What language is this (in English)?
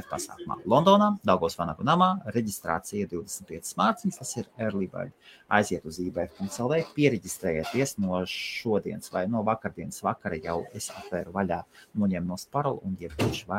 Latvian